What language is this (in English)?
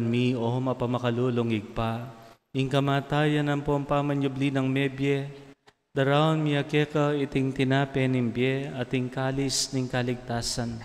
Pampanga